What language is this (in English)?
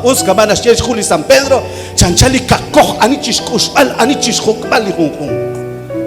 Kekchí